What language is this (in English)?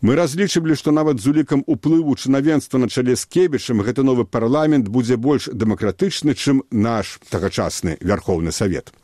Belarusian